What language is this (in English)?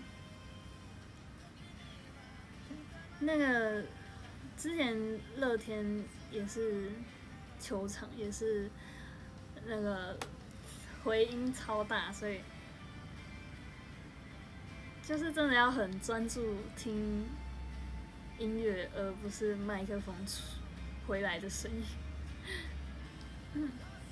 Chinese